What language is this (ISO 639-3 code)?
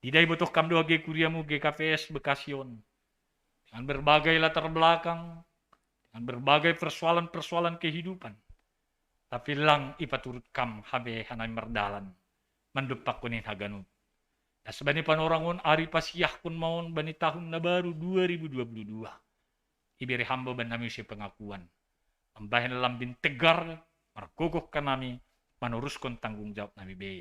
bts